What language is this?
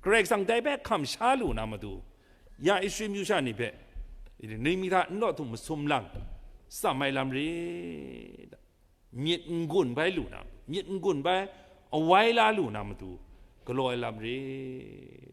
Kachin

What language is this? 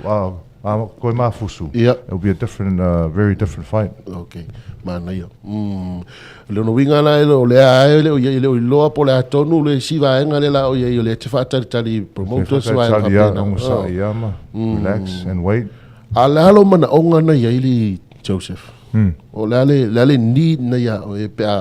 Samoan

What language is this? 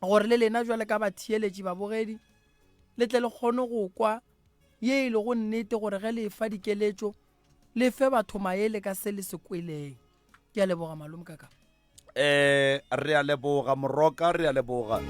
Northern Sotho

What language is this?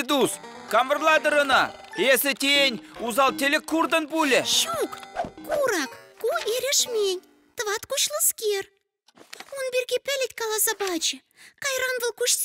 Chuvash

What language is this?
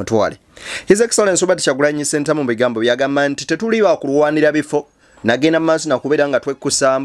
Ganda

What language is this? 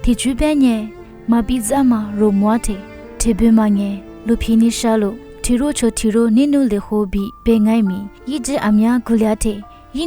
Lisu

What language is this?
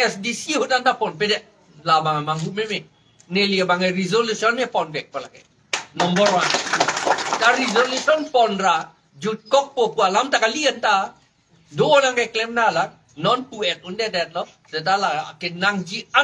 Karbi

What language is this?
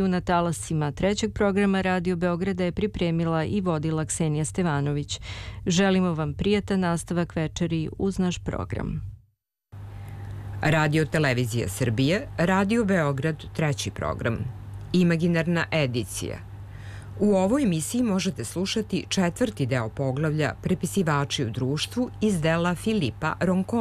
Serbian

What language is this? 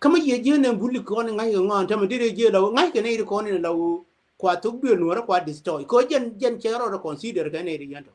Nuer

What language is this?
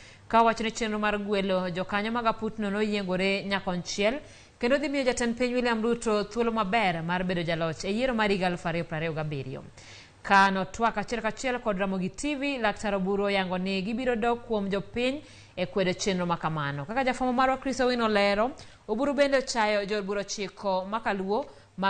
Luo (Kenya and Tanzania)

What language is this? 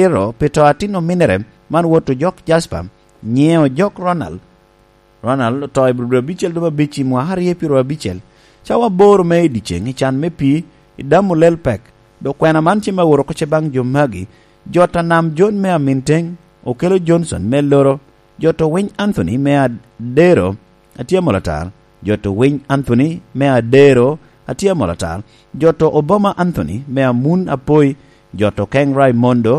Lango (Uganda)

